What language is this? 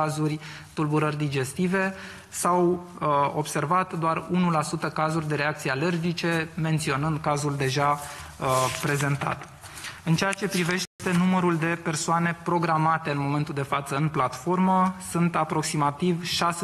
Romanian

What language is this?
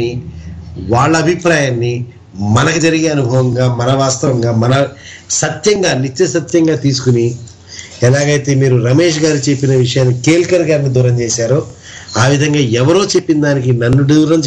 Telugu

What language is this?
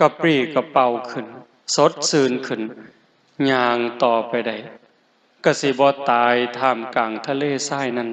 Northeastern Thai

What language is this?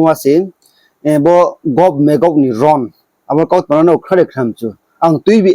Riang (India)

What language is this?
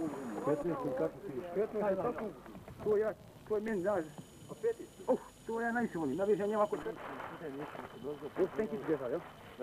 Bosnian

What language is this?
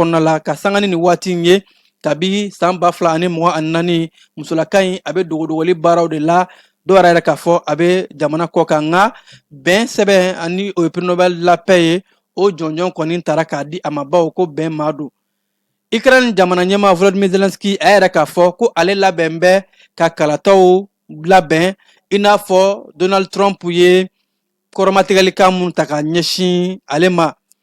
Bambara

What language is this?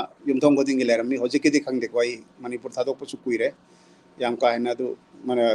Manipuri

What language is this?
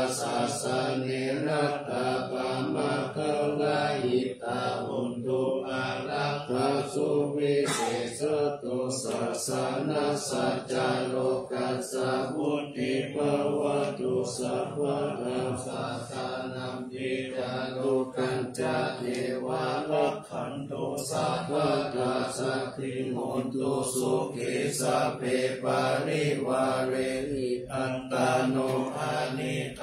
Pali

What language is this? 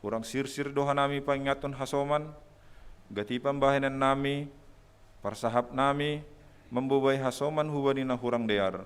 Batak Simalungun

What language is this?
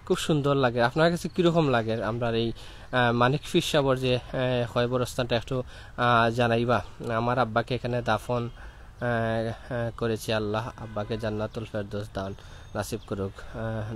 Sylheti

